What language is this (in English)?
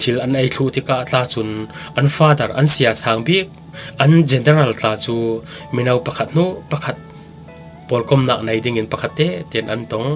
Falam Chin